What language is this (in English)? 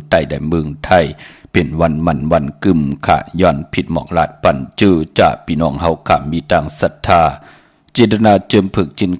Shan